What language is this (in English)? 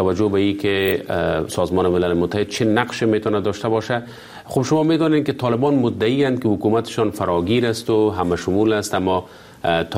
Persian